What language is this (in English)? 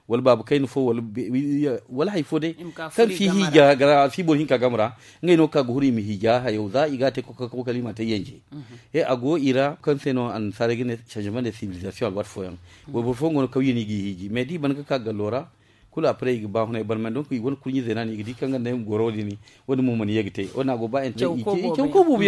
Zarma